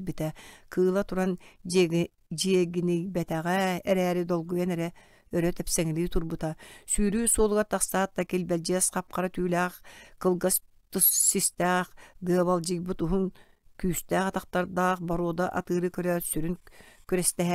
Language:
Yakut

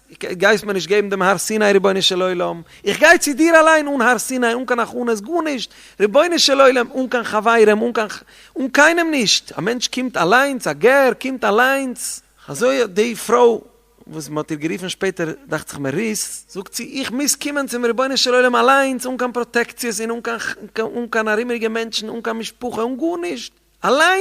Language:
Yiddish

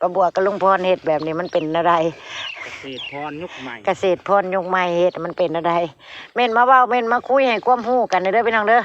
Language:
Northeastern Thai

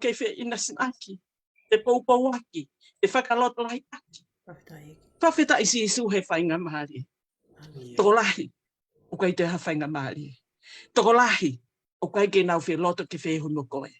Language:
Tongan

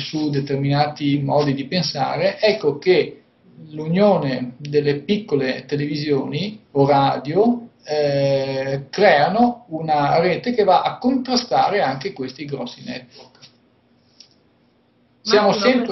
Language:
Italian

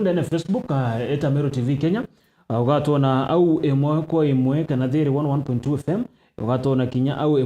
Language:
Meru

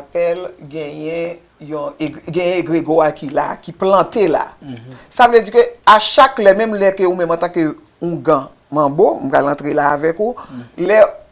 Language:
Haitian Creole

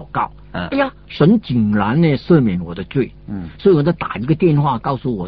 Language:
Chinese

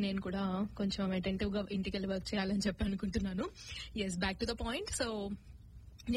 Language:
Telugu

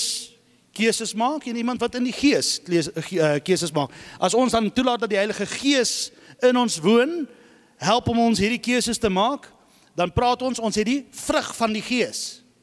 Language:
Afrikaans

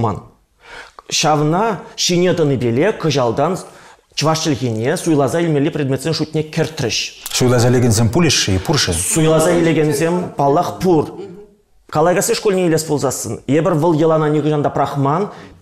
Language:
Chuvash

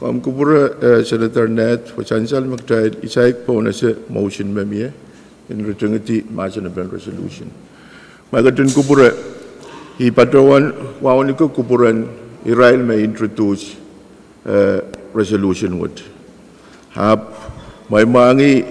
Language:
Pohnpeian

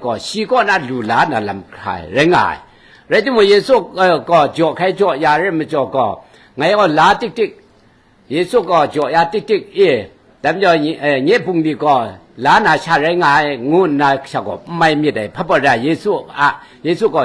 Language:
Kachin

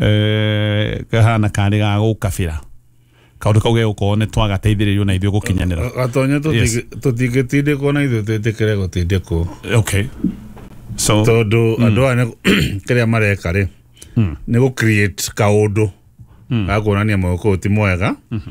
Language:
Kikuyu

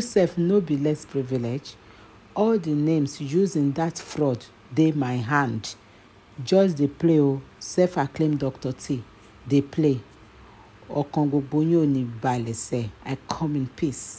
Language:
Nigerian Pidgin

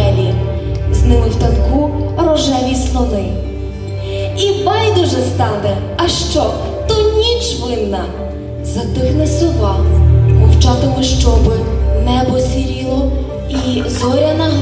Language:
Ukrainian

